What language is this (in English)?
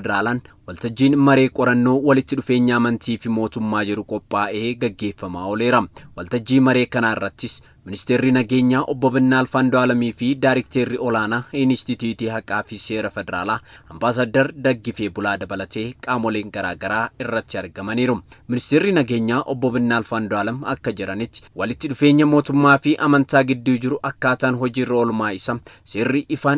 Oromo